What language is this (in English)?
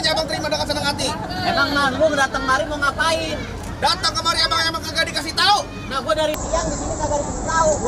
Betawi